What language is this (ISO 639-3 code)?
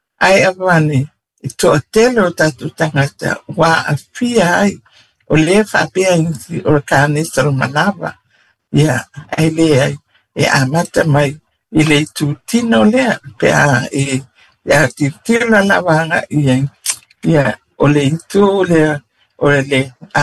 smo